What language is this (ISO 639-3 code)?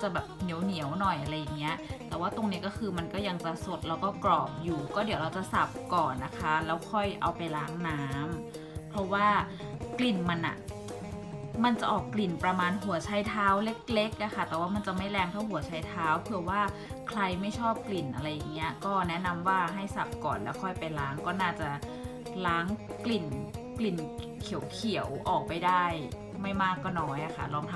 tha